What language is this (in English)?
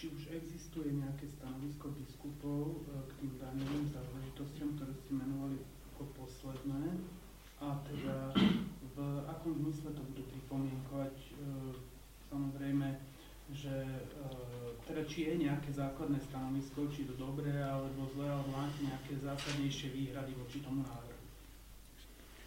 Slovak